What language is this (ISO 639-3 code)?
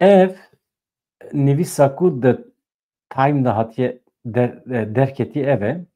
kur